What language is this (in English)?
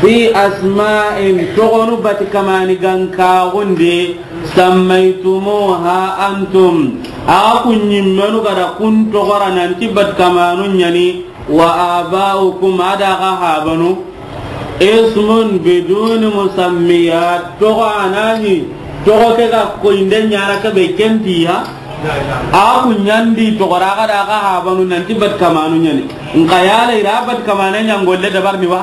Soninke